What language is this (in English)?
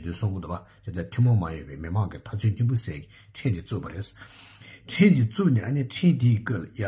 Tibetan